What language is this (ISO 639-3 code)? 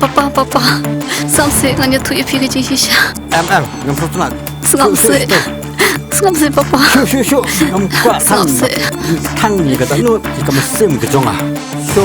kha